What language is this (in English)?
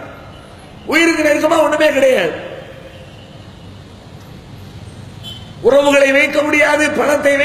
Tamil